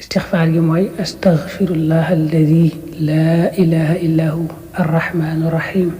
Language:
Wolof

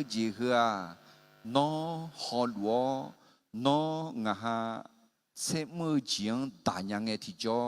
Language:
Akha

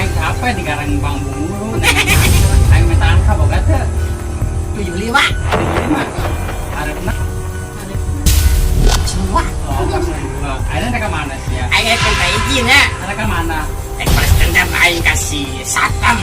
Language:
Sundanese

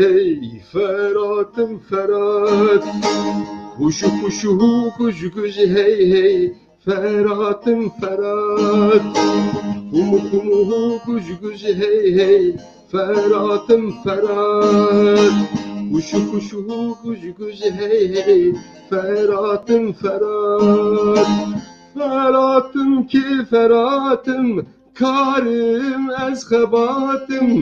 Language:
Kurdish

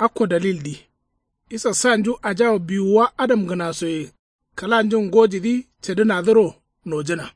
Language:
Kanuri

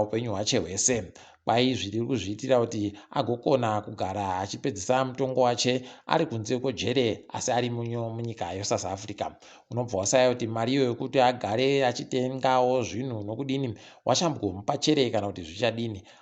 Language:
Ndau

